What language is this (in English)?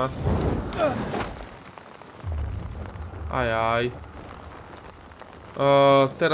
Slovak